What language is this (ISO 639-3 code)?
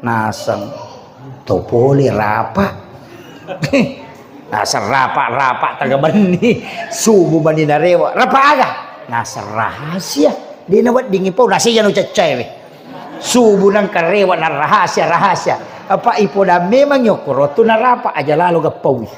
bug